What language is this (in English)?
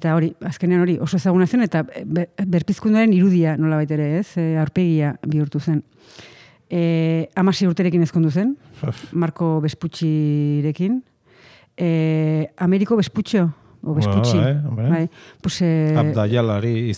Basque